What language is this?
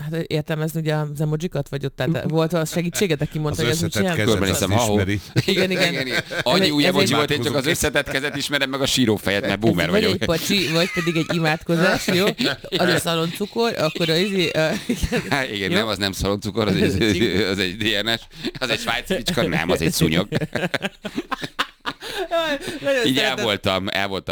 Hungarian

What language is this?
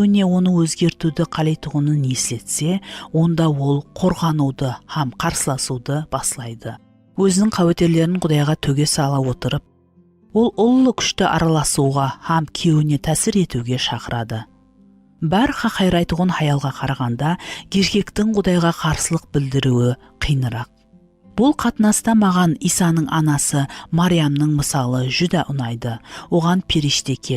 Kara-Kalpak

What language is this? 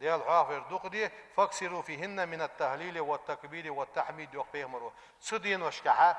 Ingush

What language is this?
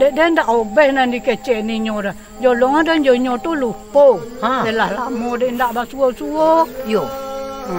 Minangkabau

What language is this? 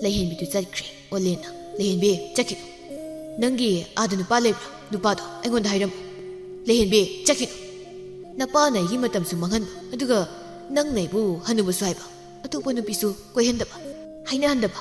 Manipuri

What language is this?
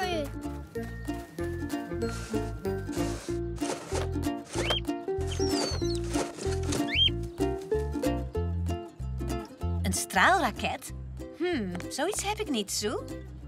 Dutch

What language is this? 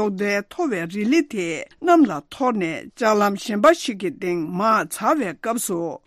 Tibetan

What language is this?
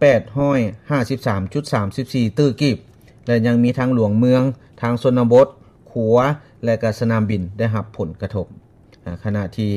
Lao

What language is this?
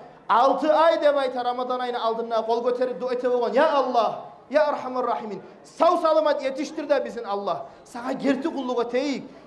Kumyk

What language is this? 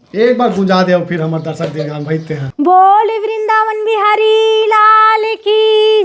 Chhattisgarhi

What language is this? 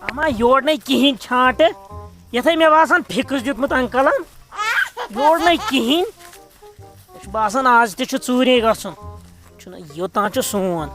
Kashmiri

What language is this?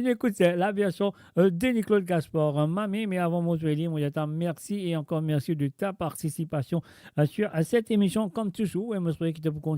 Morisyen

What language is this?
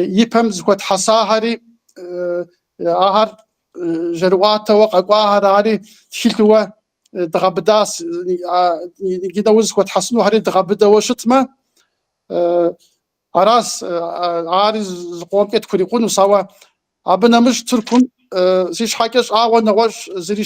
Kabardian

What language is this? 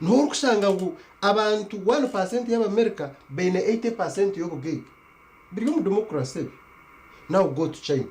Nyankole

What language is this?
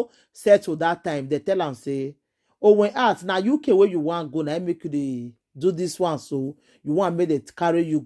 Nigerian Pidgin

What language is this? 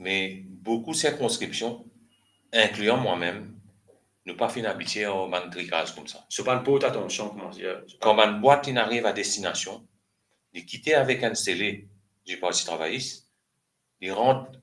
Morisyen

